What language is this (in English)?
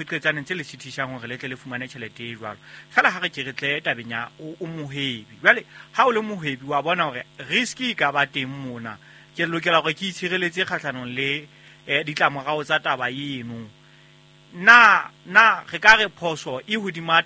Southern Sotho